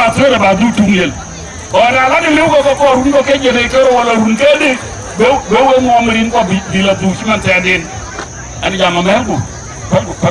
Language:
Dinka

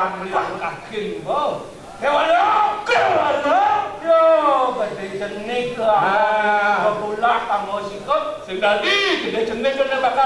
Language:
Balinese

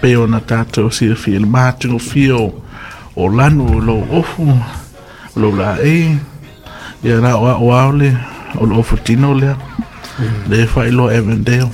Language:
Samoan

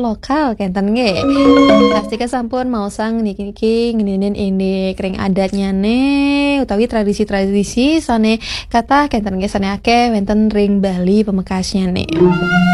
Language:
Balinese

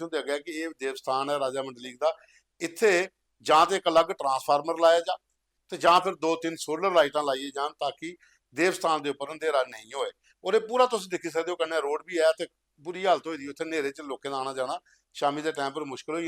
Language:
Dogri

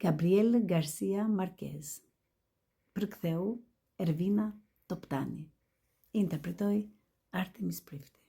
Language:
Albanian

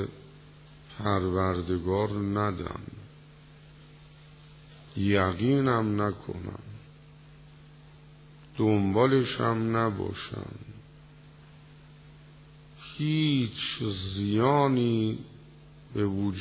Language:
Persian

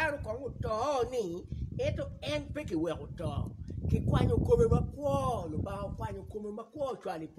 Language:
Acoli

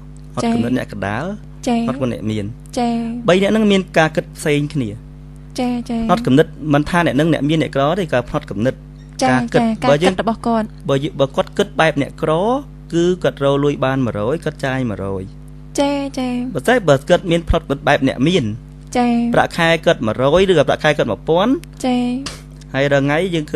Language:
Khmer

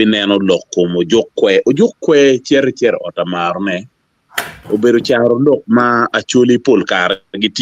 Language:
Acoli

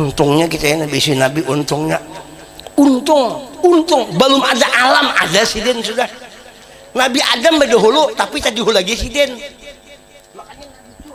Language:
Banjar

